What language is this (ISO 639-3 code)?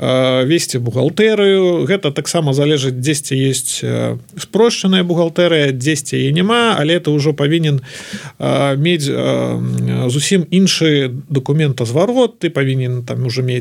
bel